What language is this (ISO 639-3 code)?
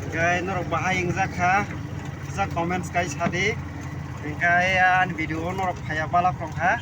trp